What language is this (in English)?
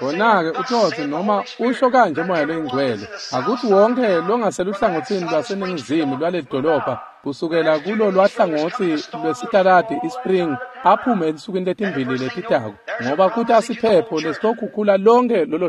Swati